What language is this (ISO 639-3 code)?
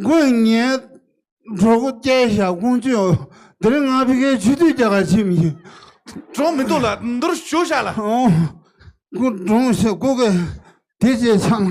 bod